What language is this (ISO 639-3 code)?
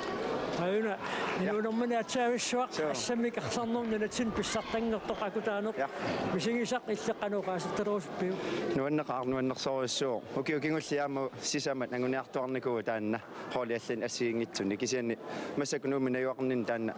kal